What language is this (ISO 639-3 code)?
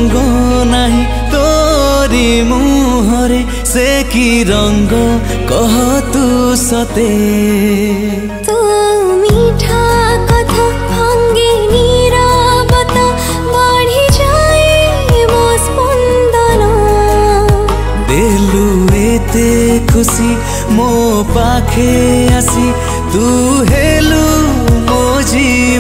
ori